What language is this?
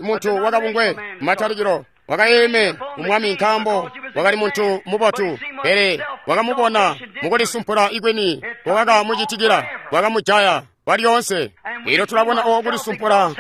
Tonga (Zambia)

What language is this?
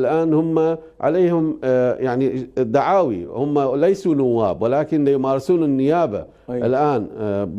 Mesopotamian Arabic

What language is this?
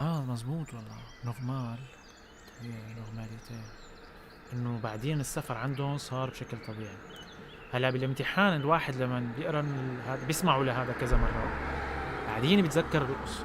North Levantine Arabic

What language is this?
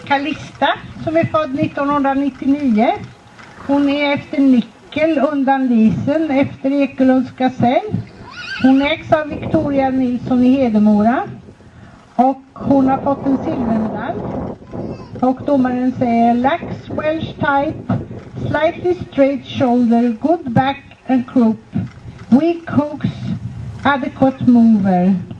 Swedish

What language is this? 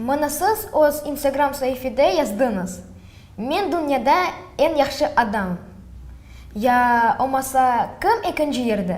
Crimean Tatar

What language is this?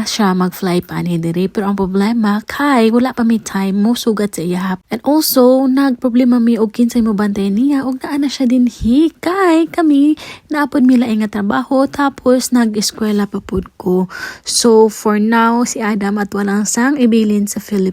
Cebuano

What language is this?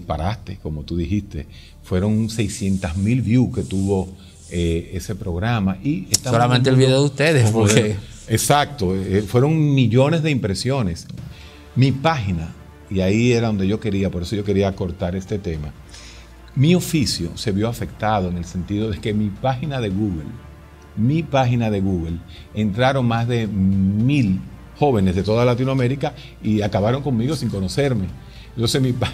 Spanish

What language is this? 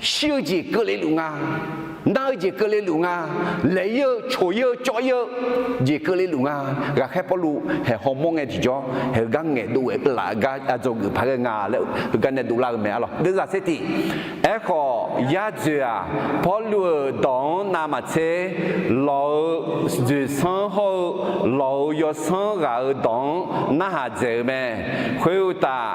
Akha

